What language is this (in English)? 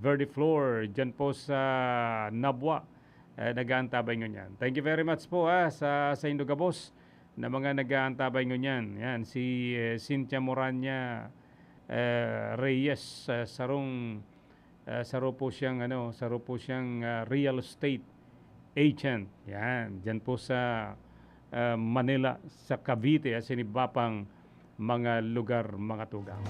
Bikol